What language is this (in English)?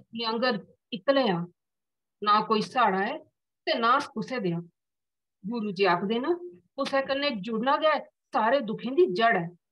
Dogri